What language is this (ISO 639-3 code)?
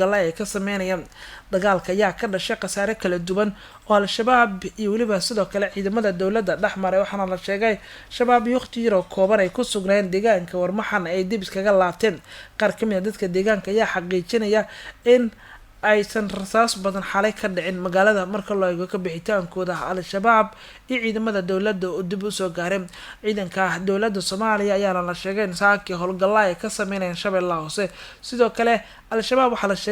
som